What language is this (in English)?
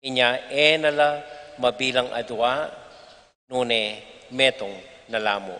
Pampanga